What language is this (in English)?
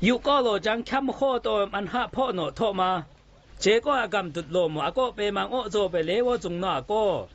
Zaiwa